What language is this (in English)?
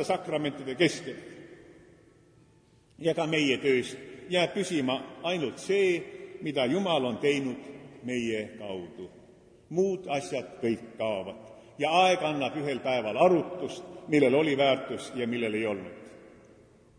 Estonian